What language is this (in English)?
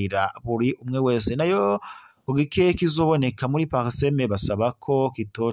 Rundi